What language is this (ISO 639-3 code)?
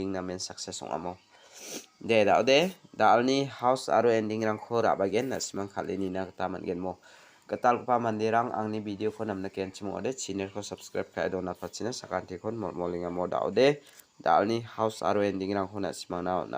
grt